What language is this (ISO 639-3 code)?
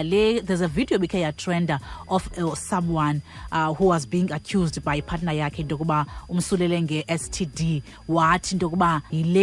xho